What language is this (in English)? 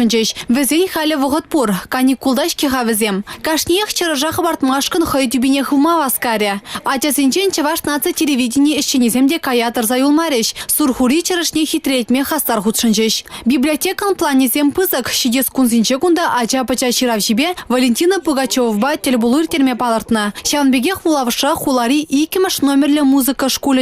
Chuvash